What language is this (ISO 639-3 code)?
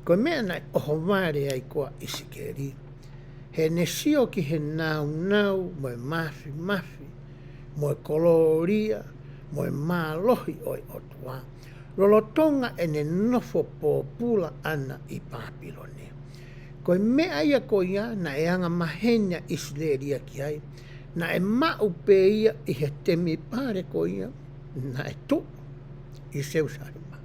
ton